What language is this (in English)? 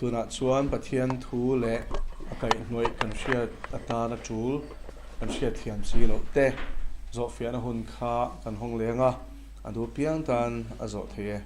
Mizo